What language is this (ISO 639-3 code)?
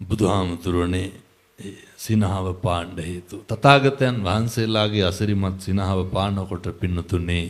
sin